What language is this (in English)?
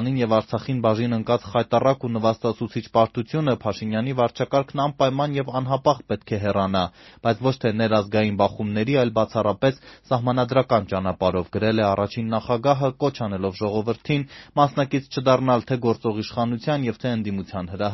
Armenian